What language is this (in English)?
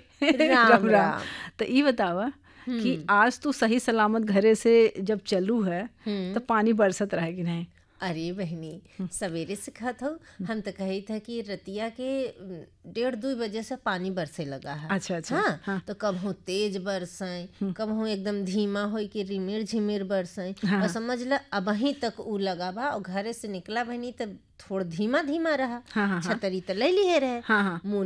Bhojpuri